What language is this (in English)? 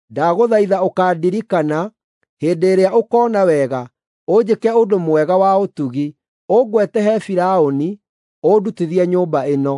Kikuyu